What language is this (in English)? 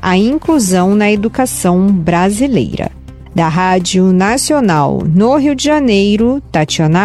Portuguese